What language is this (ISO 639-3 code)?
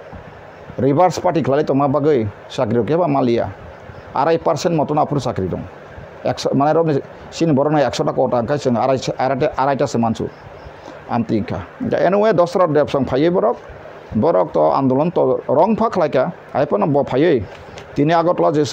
trp